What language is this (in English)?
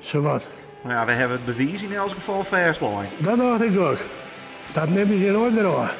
Western Frisian